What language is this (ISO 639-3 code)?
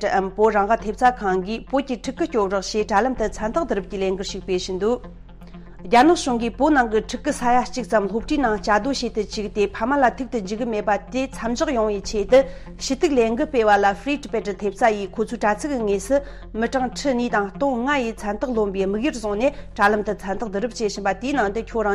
bod